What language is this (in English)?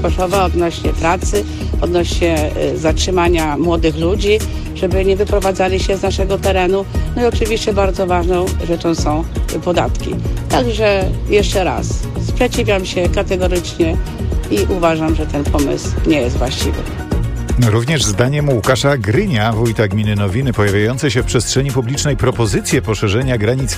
Polish